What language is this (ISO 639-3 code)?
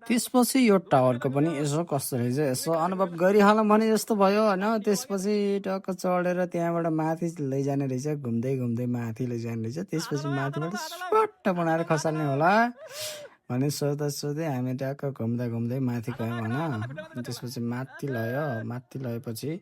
nep